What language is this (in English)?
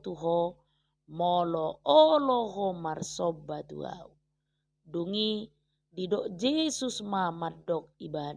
Batak Toba